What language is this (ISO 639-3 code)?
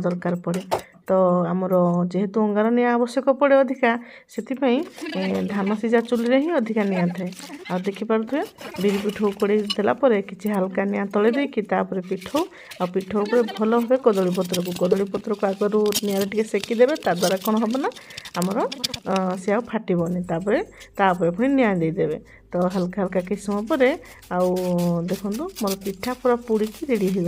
ori